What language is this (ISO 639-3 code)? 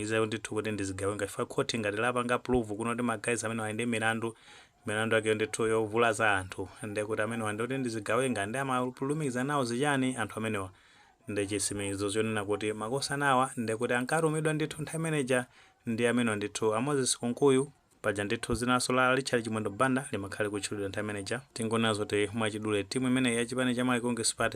nya